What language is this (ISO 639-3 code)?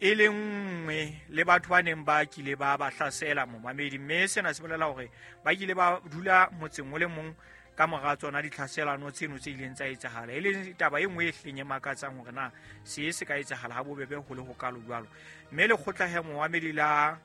sot